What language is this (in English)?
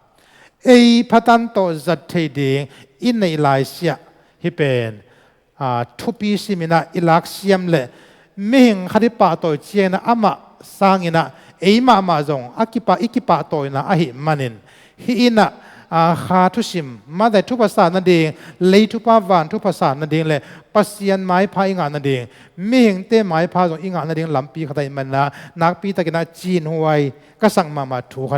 Tedim Chin